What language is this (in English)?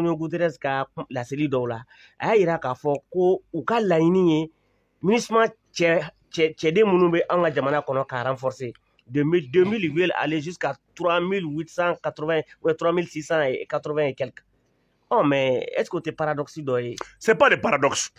Bambara